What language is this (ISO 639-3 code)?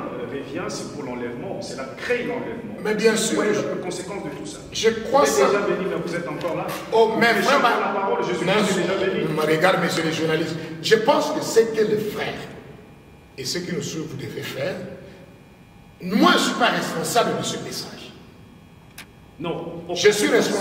fra